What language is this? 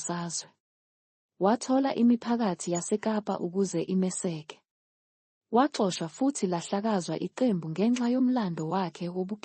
Zulu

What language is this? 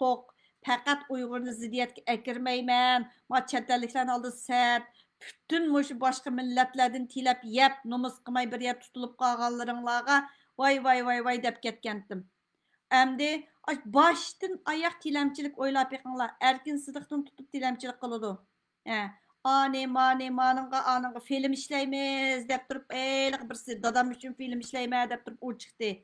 Uyghur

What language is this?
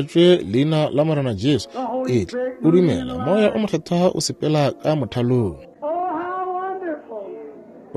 Northern Sotho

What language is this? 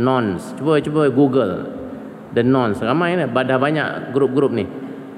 Malay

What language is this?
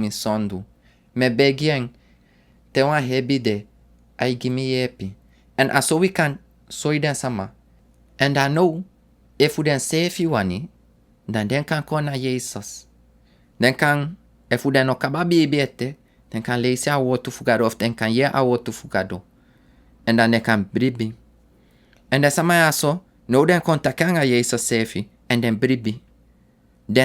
Sranan Tongo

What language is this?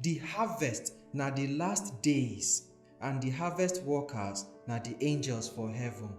Nigerian Pidgin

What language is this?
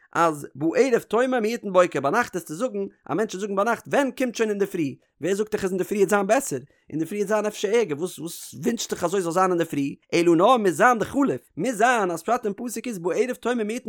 Yiddish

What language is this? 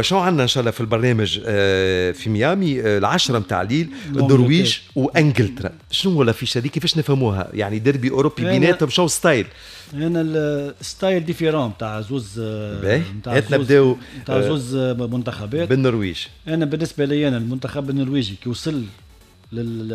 Tunisian Arabic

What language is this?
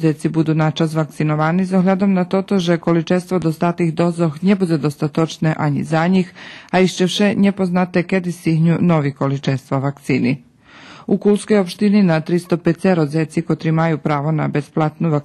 Rusyn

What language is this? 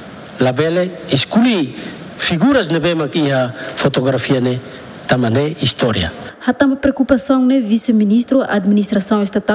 Tetum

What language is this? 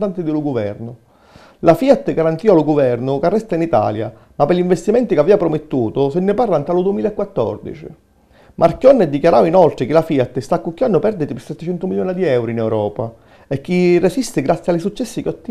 Sicilian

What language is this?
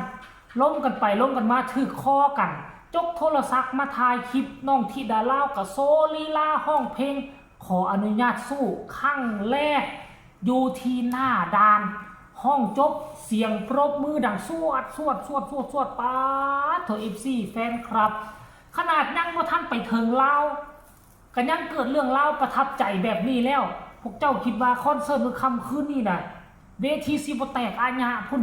Northeastern Thai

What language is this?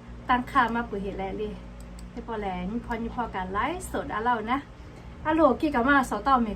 Lahu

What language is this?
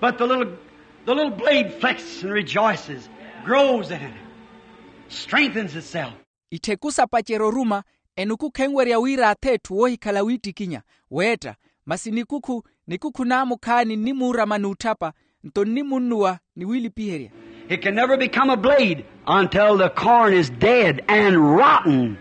Makhuwa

